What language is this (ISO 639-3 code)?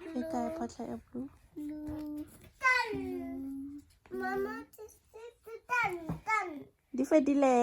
tsn